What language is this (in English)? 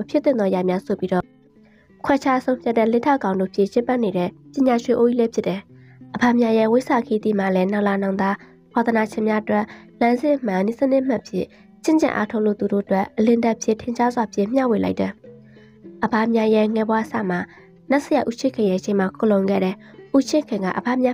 Burmese